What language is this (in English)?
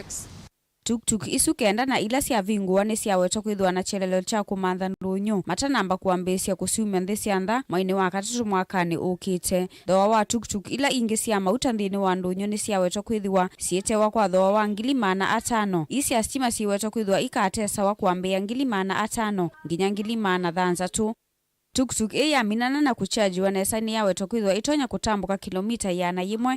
Kamba